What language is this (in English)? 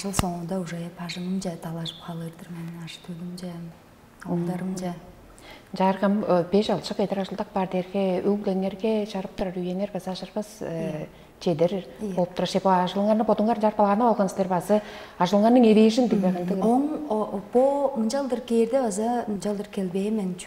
Tuvinian